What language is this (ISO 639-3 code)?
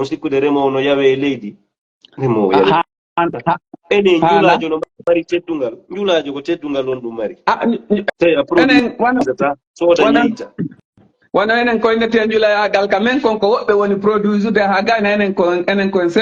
ful